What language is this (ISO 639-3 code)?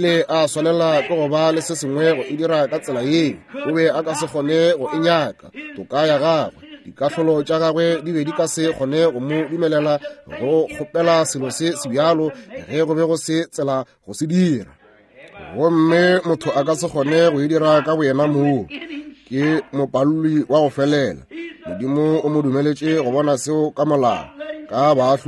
nso